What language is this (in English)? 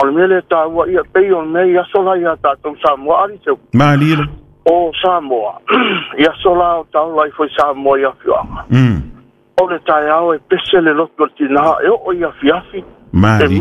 Samoan